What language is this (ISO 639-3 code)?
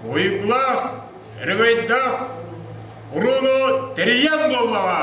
sah